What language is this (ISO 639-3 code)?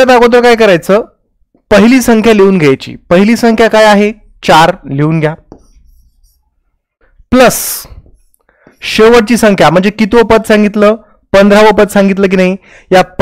mar